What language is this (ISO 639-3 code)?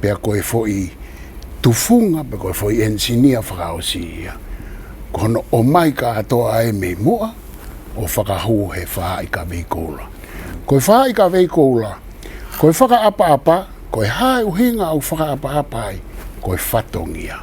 ton